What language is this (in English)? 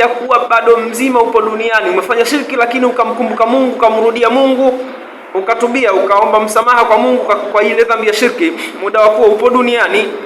Swahili